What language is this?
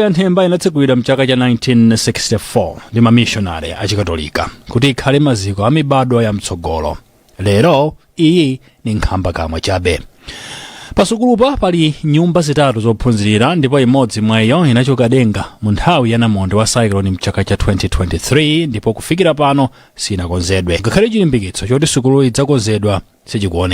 Nyanja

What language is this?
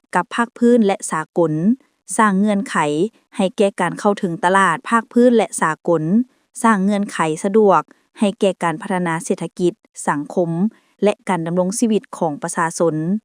Lao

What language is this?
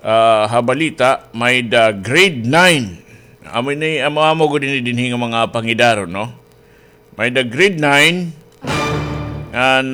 Waray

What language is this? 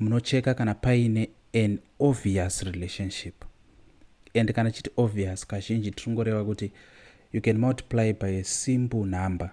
Shona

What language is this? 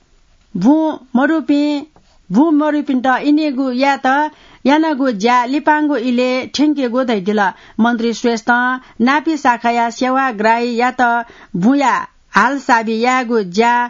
Newari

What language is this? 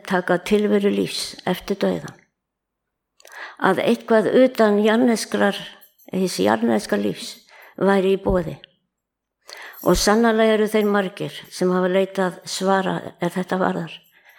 Icelandic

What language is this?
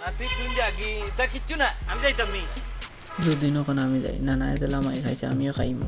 Sylheti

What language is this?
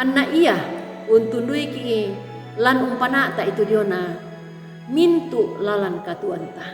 Toraja-Sa'dan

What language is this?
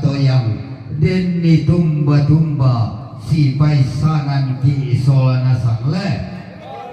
Toraja-Sa'dan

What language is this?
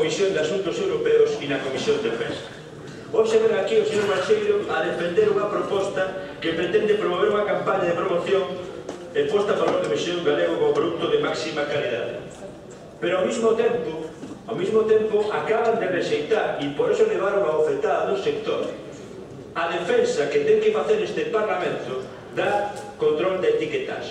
Galician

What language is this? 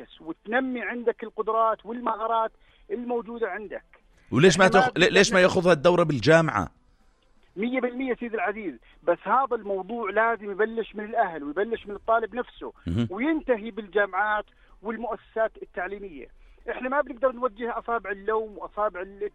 North Levantine Arabic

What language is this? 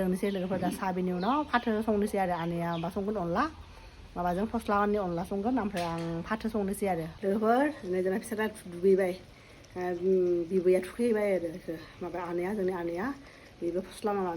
Bodo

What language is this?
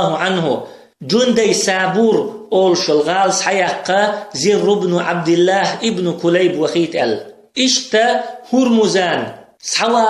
Chechen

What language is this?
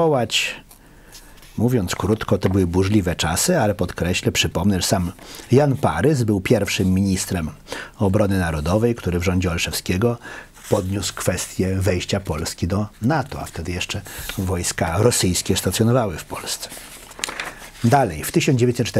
Polish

